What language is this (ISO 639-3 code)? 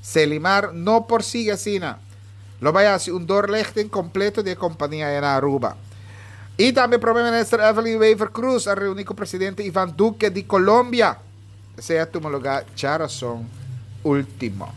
pap